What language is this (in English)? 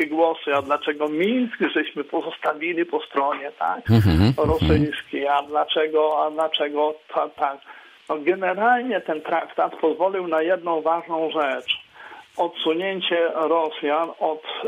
Polish